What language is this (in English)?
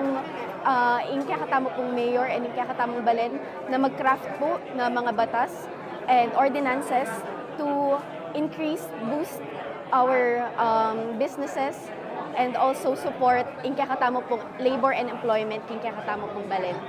Pampanga